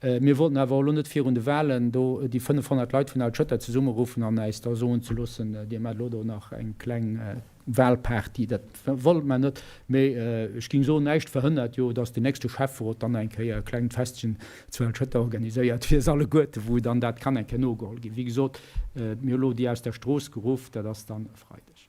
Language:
Luxembourgish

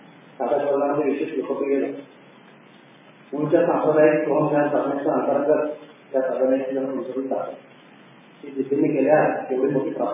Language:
Marathi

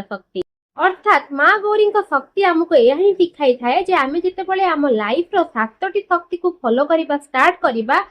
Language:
Odia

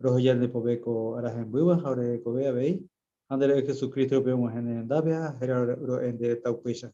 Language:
Guarani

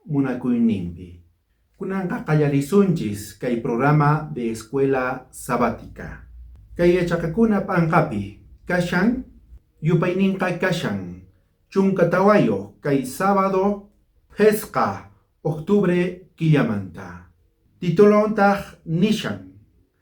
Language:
South Bolivian Quechua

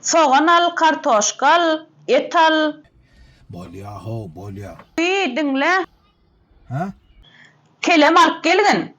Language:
Turkmen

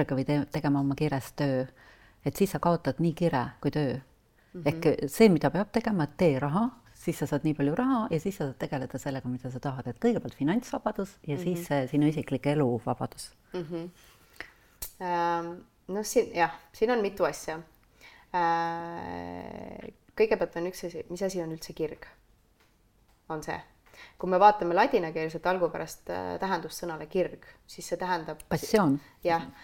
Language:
Estonian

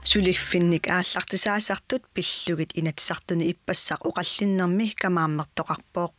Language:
Kalaallisut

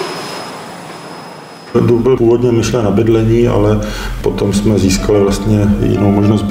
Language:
Czech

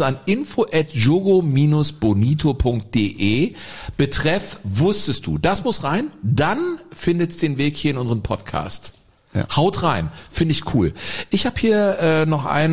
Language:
German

